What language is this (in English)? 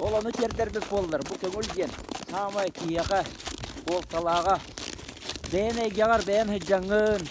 Yakut